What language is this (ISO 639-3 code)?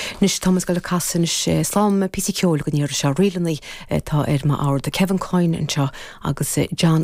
gle